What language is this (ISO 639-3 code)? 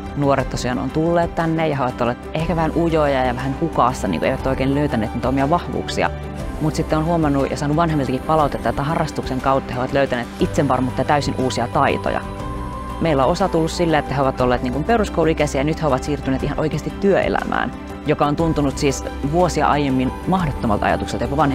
fin